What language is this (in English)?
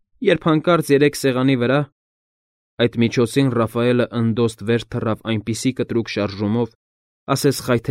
Armenian